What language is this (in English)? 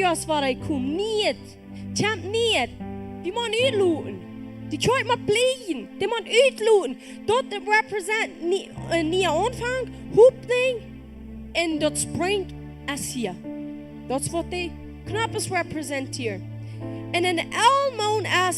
Plautdietsch